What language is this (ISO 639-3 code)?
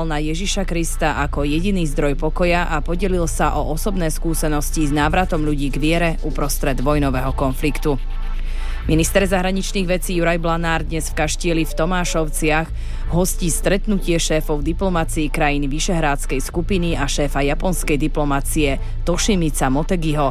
slk